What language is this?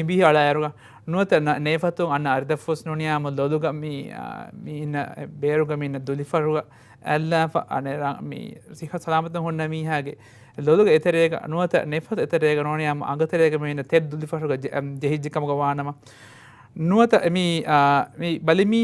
Divehi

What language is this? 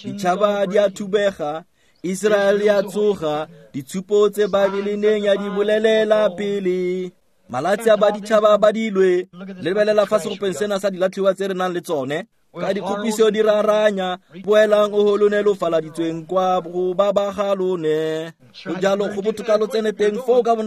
Tswana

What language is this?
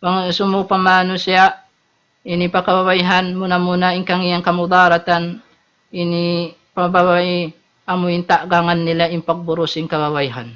Tausug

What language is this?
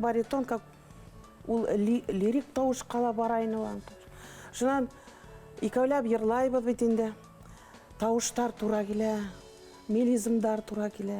Bashkir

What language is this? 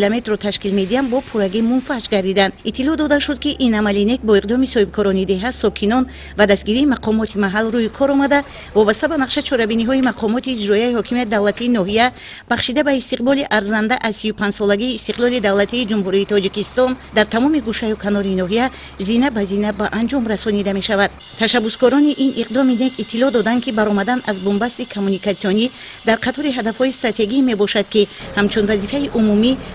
Tajik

